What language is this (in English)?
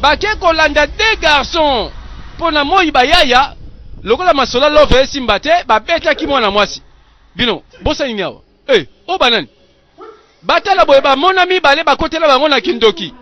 Lingala